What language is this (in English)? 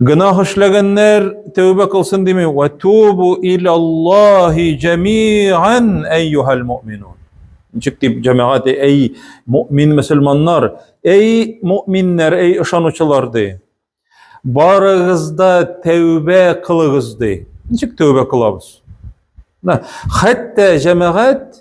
Tatar